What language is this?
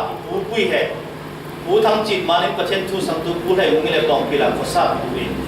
Falam Chin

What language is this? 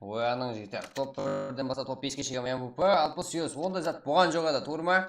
Kara-Kalpak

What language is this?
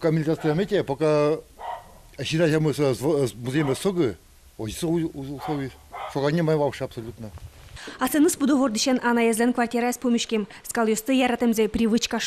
Udmurt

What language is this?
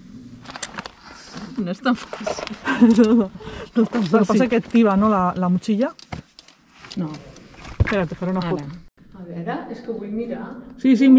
Catalan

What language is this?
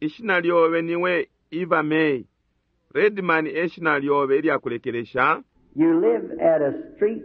Bemba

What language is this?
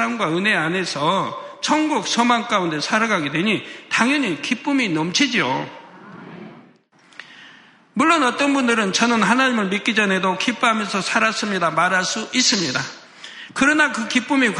Korean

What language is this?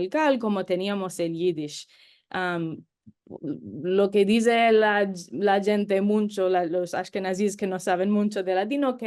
Ladino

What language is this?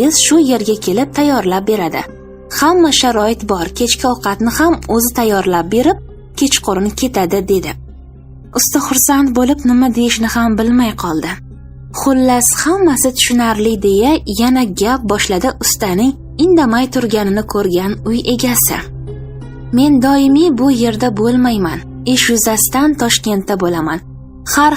Uzbek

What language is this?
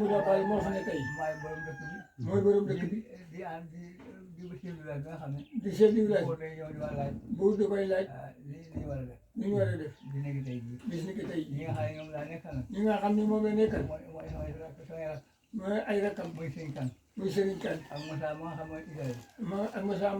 Wolof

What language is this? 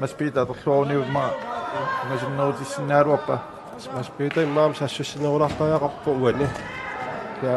Kalaallisut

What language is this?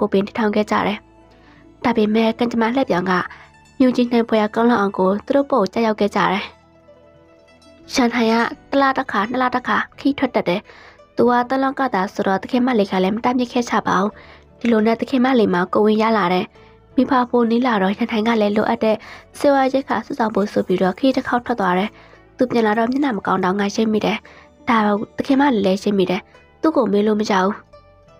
Burmese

